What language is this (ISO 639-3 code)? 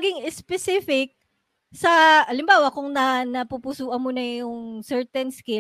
fil